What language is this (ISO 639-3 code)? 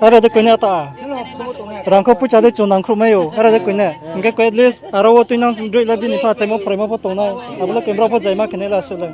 ria